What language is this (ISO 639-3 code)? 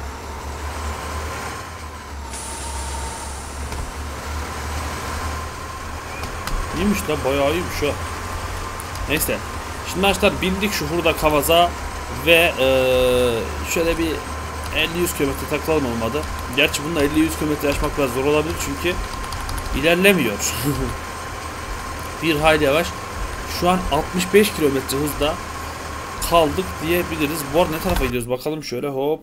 tur